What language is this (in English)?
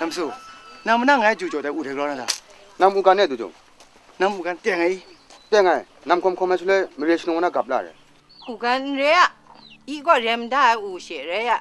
Kachin